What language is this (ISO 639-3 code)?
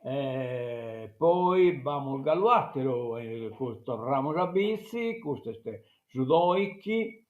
srd